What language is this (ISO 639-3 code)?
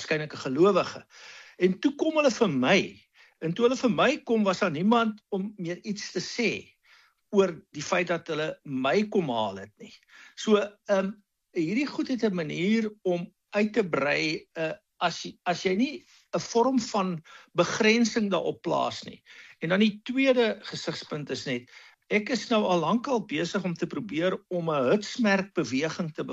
afr